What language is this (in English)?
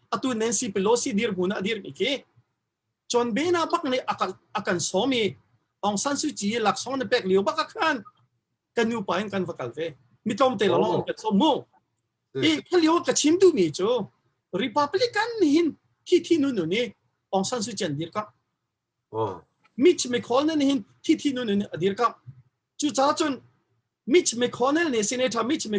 Hakha Chin